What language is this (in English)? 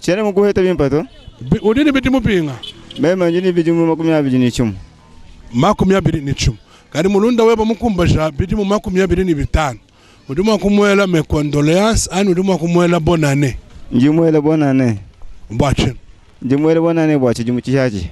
Luba-Lulua